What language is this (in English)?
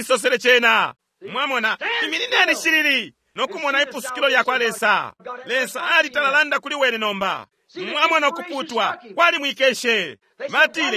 Bemba